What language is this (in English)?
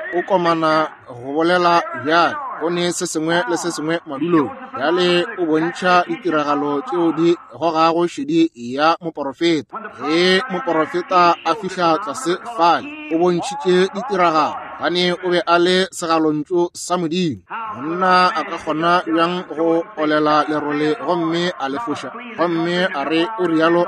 Northern Sotho